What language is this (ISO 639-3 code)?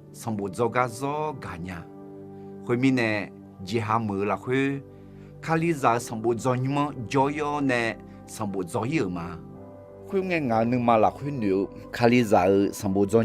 ahk